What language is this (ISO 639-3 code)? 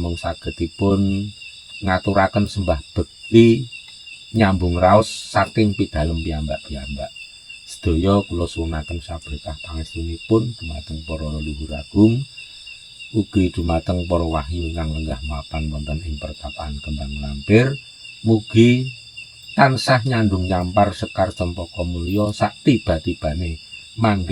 jav